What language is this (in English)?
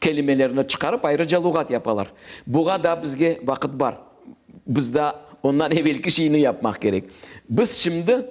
Crimean Tatar